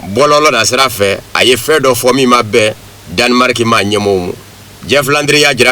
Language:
Bambara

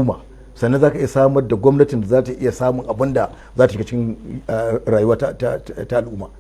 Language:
Hausa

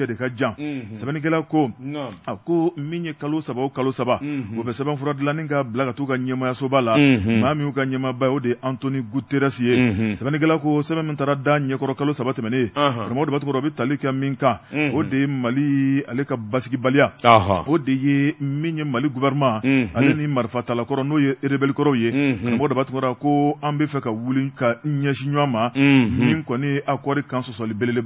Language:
Bambara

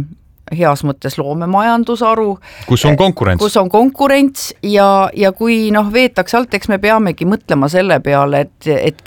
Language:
Estonian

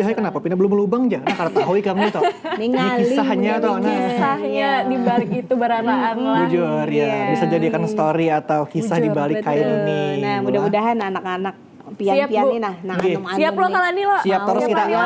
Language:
Banjar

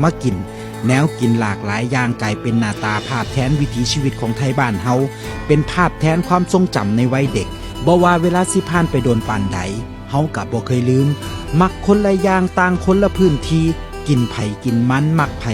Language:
Northeastern Thai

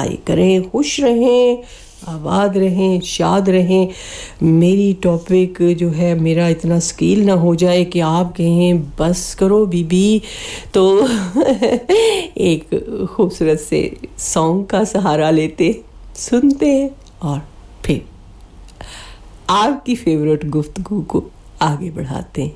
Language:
Urdu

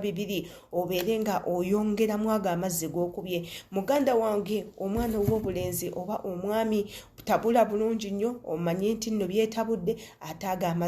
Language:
Ganda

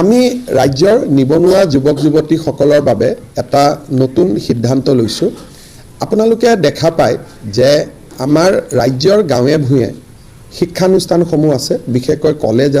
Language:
Assamese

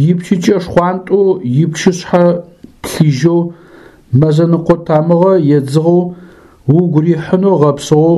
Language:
Adyghe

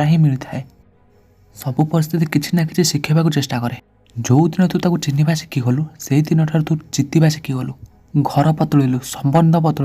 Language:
Odia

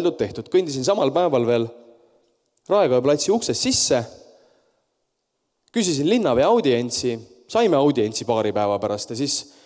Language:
Estonian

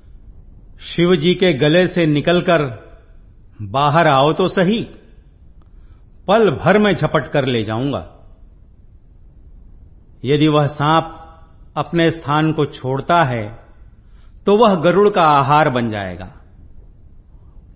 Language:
Hindi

